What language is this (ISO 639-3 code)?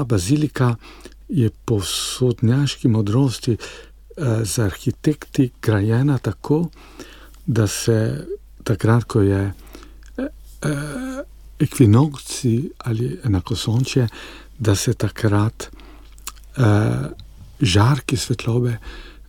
slv